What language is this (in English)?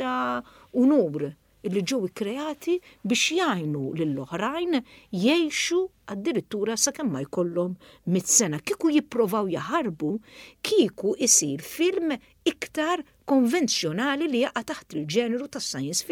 Maltese